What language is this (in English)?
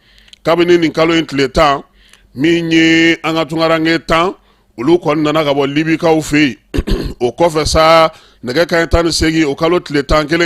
Bambara